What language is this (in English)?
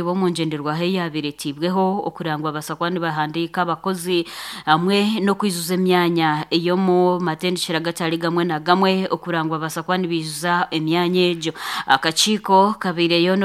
Nyankole